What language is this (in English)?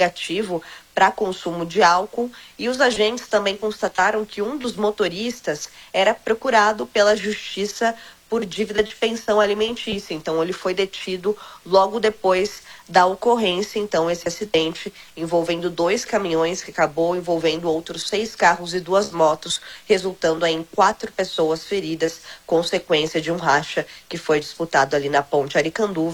Portuguese